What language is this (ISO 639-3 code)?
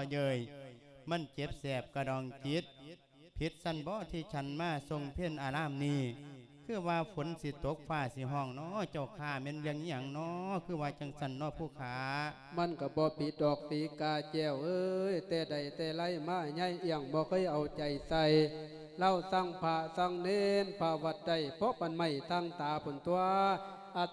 lao